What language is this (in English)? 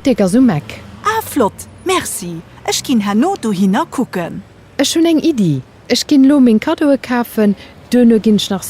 Luxembourgish